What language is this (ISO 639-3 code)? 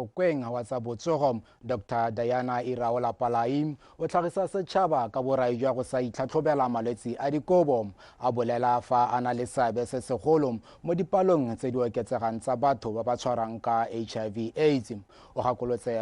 tsn